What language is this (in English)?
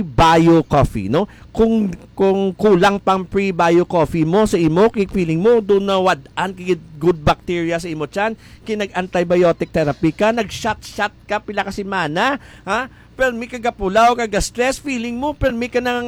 Hiligaynon